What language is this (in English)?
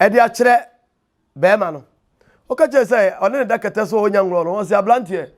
Akan